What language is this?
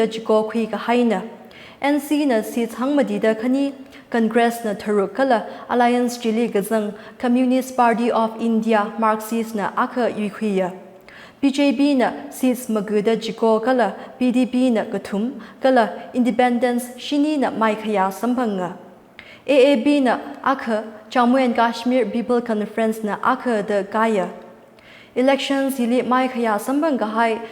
Tangkhul Naga (India)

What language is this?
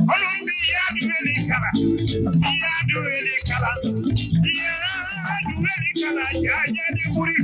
Fula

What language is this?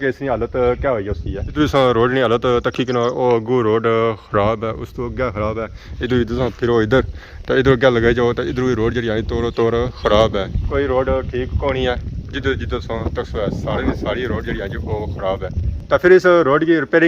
Pahari-Potwari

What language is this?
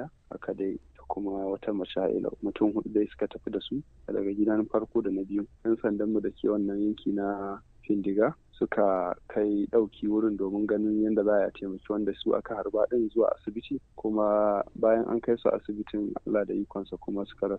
Hausa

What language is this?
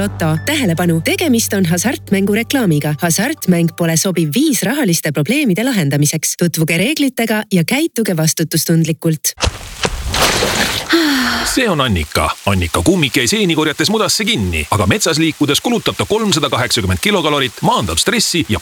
Estonian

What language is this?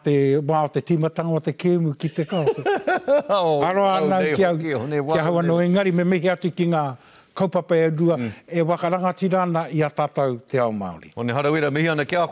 Māori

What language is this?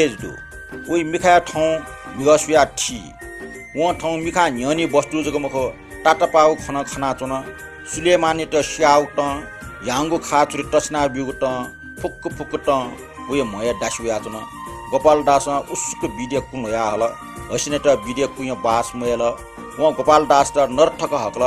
Newari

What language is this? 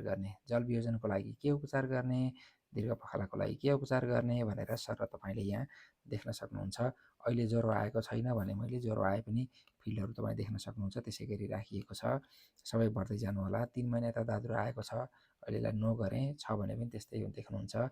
Nepali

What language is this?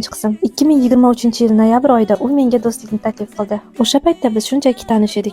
Uzbek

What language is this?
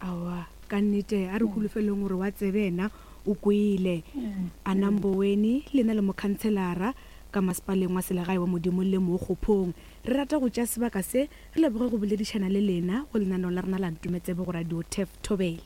Northern Sotho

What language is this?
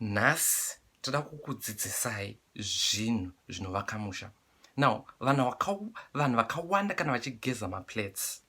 Shona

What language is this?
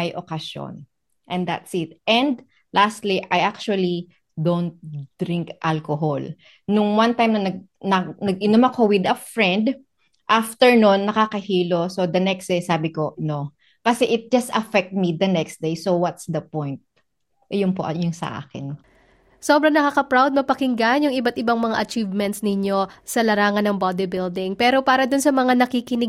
Filipino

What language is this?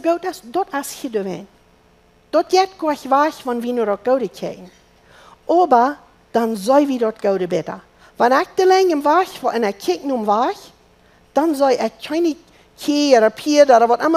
Plautdietsch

